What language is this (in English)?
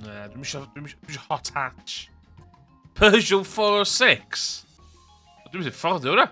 Welsh